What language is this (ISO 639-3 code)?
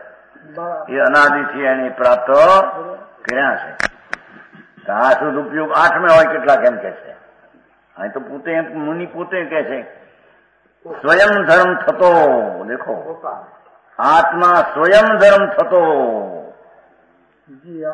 guj